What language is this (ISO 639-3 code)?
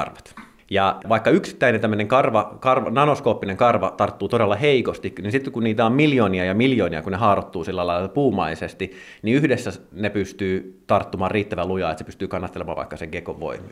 fin